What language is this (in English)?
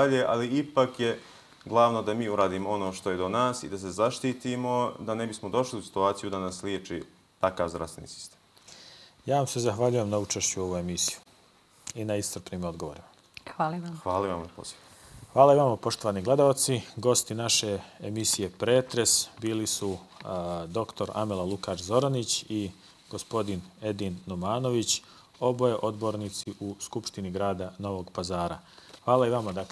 Bosnian